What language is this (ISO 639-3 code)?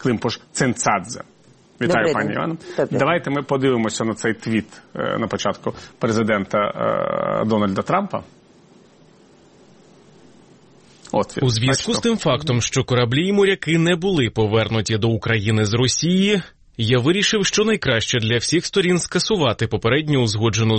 ukr